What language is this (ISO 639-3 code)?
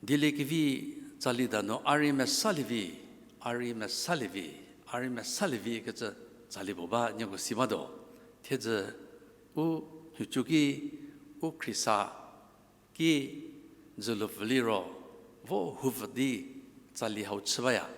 njm